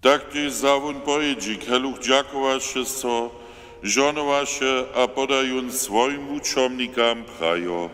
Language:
Upper Sorbian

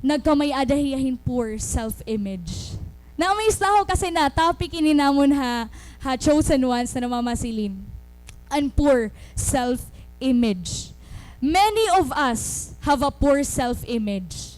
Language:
Waray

